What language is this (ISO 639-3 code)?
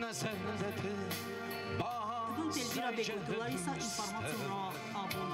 oss